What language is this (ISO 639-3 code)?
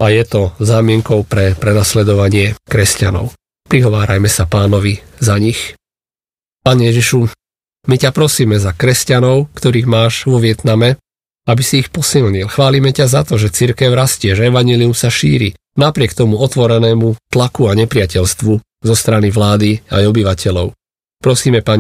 slk